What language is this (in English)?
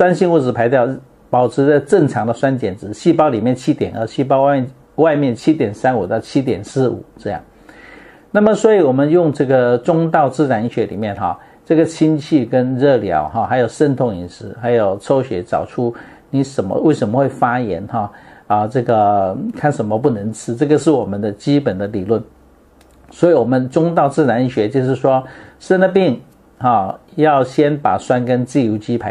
Chinese